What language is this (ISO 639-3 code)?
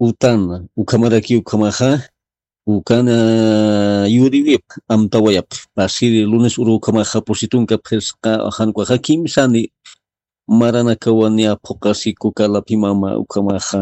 aym